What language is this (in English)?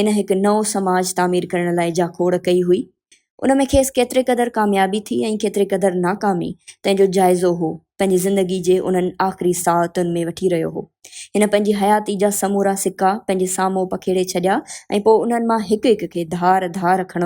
Sindhi